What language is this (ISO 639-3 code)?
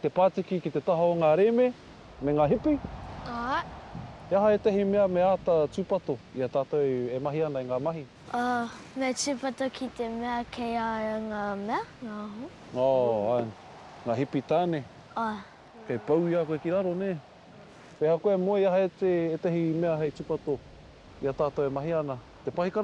mri